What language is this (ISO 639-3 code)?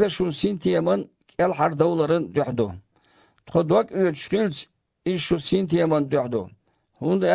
che